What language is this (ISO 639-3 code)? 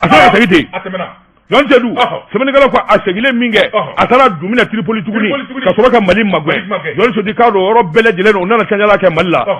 bam